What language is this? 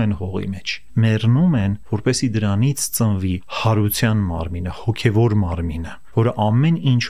Armenian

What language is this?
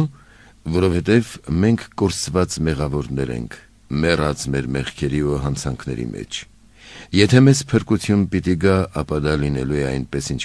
Armenian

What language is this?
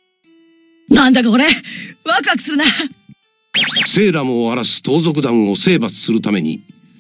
Japanese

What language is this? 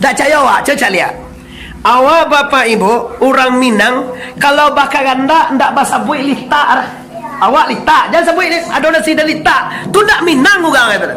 Minangkabau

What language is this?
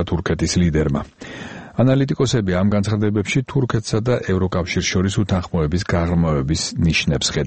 Georgian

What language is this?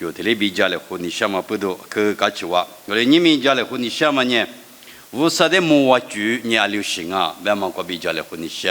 Lisu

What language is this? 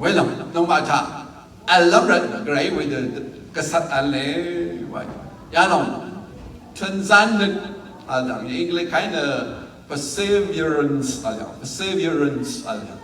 Rawang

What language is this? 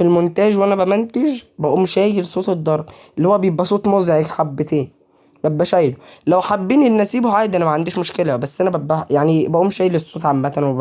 Egyptian Arabic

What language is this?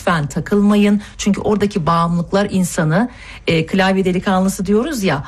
Turkish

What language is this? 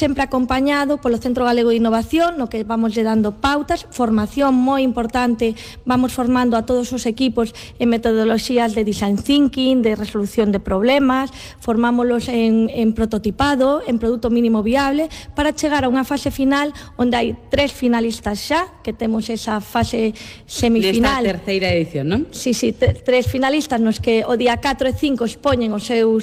Galician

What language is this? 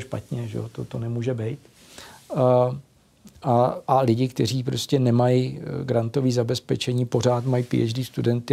Czech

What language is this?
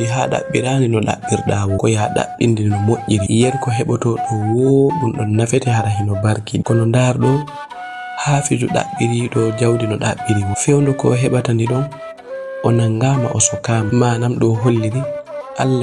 Fula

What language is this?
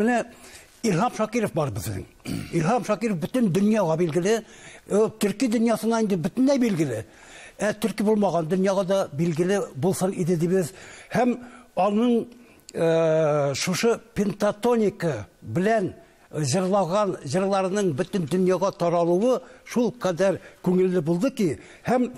Tatar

